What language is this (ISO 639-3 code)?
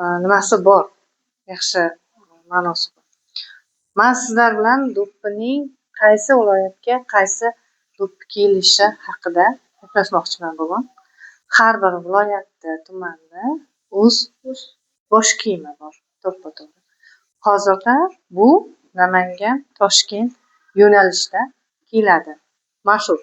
uzb